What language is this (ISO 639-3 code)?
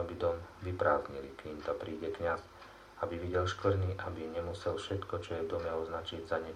slk